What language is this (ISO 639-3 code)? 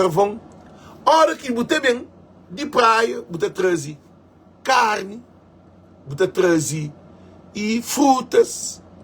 kea